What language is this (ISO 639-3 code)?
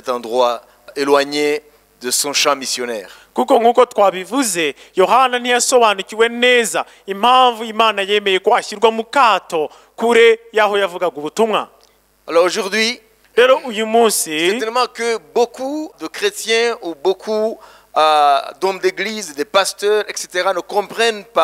kin